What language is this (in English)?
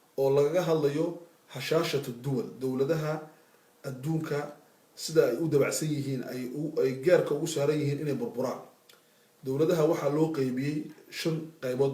Somali